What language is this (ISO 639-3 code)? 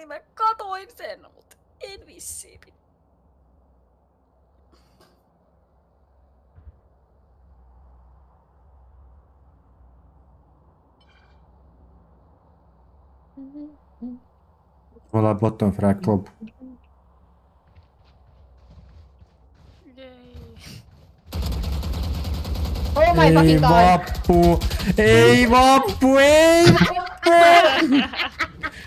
fin